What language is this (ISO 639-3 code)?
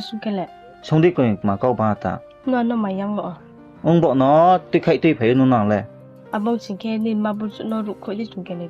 ria